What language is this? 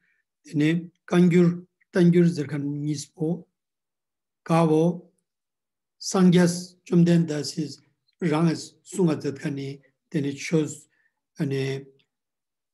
Ladakhi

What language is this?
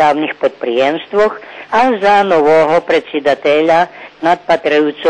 Rusyn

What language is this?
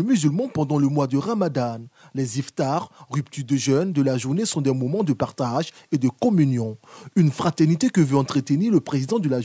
French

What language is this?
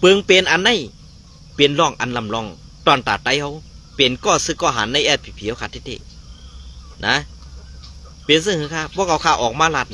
Shan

